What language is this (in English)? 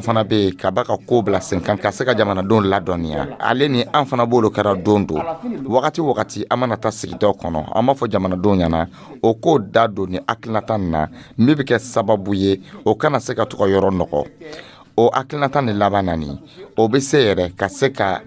Dyula